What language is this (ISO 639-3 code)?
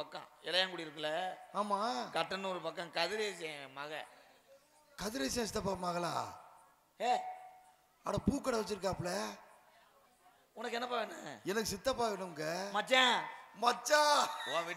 tam